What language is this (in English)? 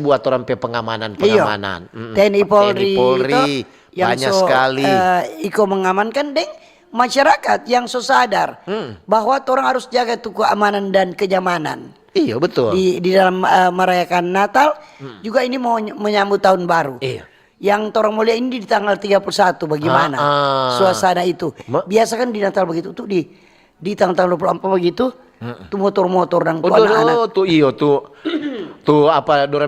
Manado Malay